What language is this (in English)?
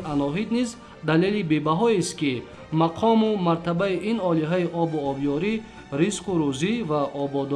Tajik